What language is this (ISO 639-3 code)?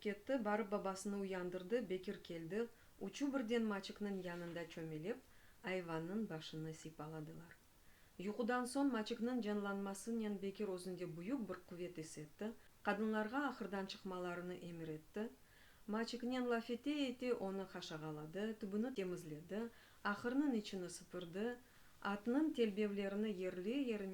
crh